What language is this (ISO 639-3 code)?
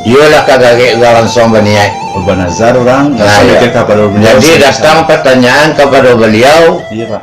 min